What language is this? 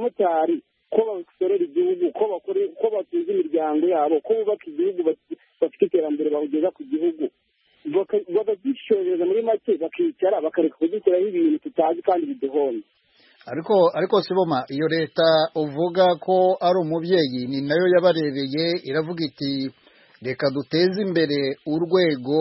Kinyarwanda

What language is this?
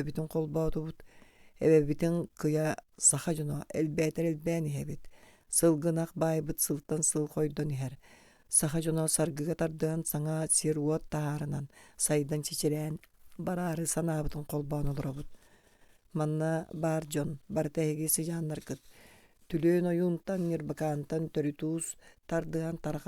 Yakut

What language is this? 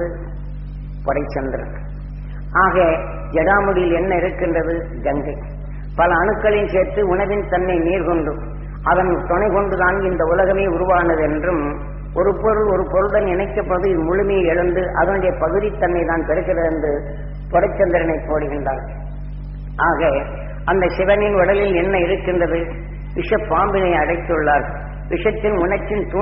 Tamil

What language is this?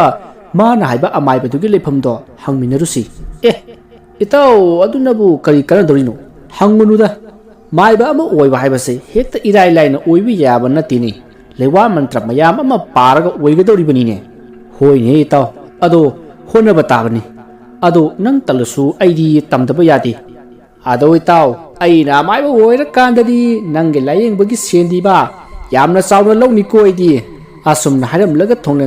Manipuri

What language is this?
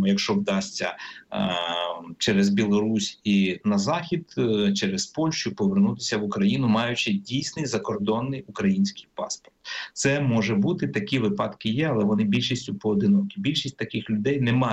Ukrainian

